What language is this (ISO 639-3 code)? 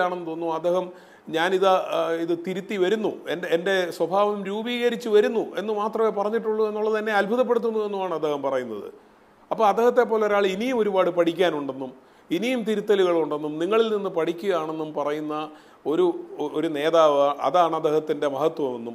mal